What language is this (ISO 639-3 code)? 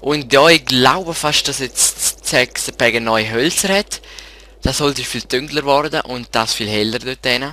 gsw